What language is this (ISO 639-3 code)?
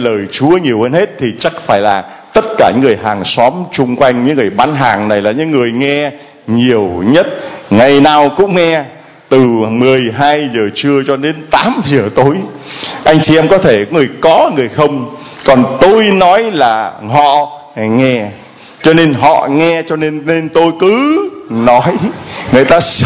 vie